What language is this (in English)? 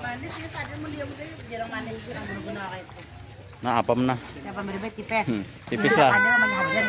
Banjar